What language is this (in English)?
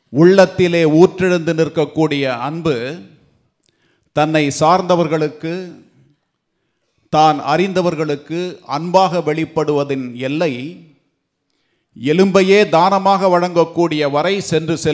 Tamil